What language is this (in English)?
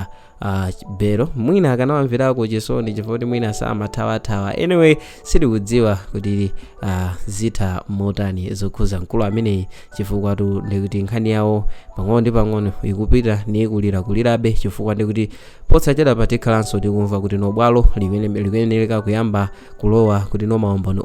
Nyanja